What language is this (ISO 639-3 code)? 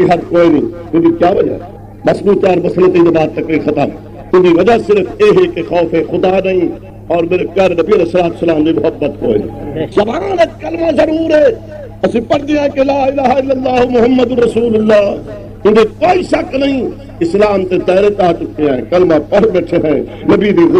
skr